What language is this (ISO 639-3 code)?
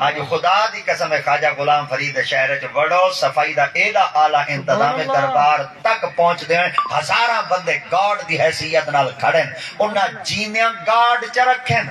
skr